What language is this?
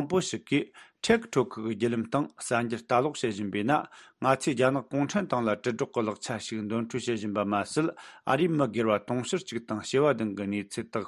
Tibetan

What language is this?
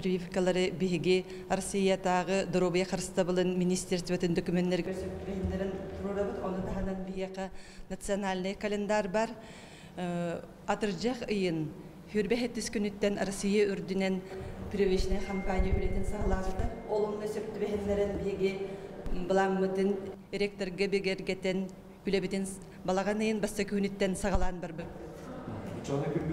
Yakut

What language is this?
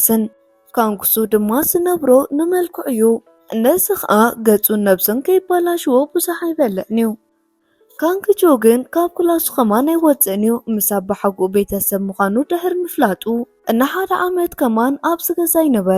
Tigrinya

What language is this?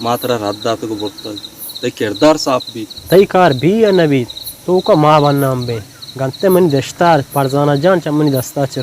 Baluchi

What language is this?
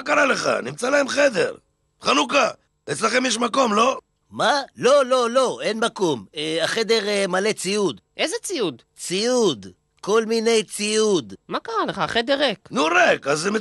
Hebrew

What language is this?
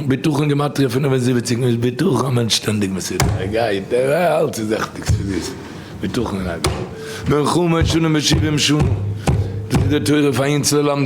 Yiddish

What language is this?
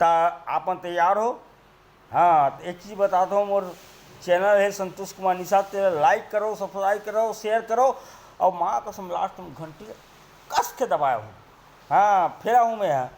Chhattisgarhi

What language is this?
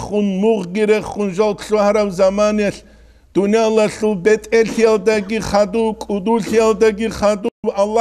Avaric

